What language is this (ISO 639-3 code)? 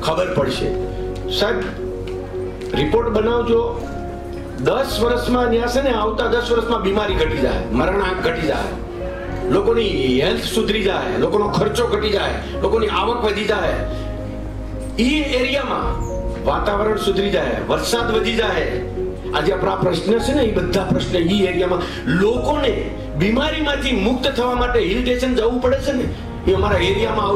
guj